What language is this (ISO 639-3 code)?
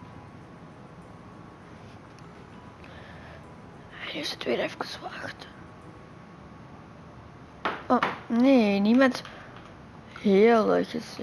nld